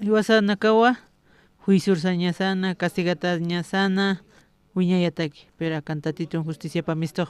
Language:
Aymara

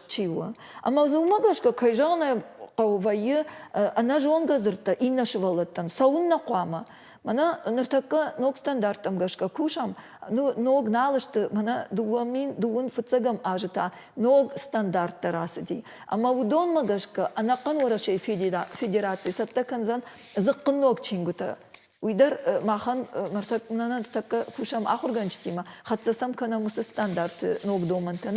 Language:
Ossetic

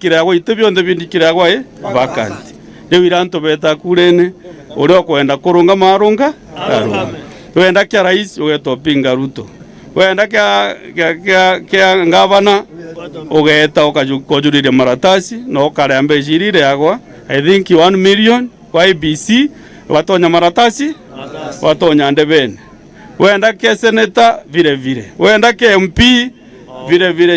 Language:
Meru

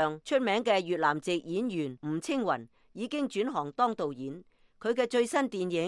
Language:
Cantonese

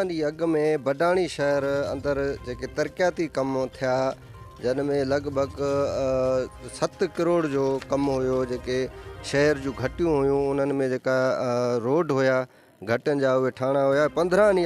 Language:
Sindhi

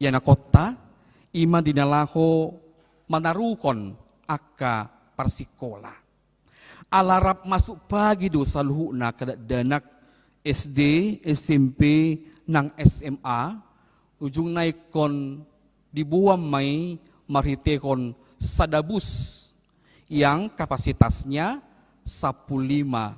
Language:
Batak Toba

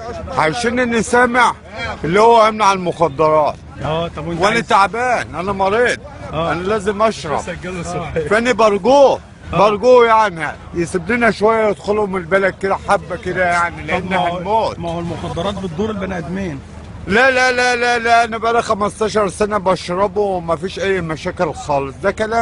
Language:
Egyptian Arabic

